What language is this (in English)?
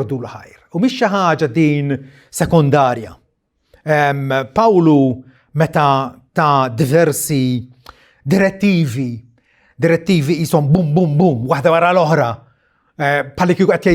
Maltese